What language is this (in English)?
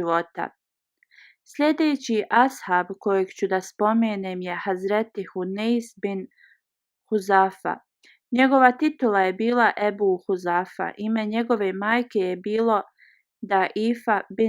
Bosnian